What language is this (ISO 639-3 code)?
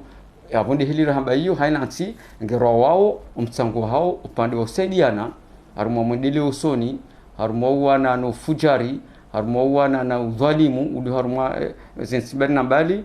zdj